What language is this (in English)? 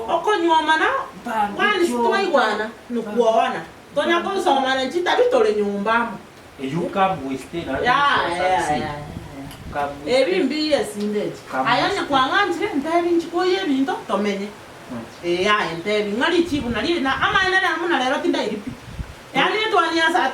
Gusii